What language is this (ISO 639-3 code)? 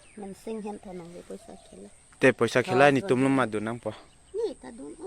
mjw